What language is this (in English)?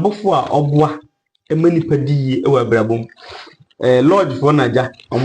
Akan